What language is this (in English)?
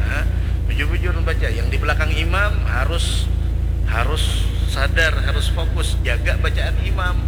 Banjar